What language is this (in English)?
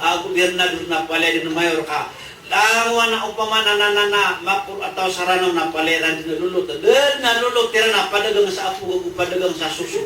Maranao